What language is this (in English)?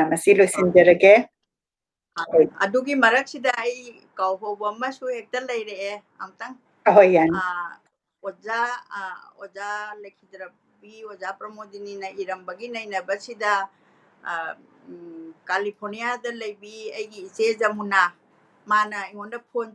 Manipuri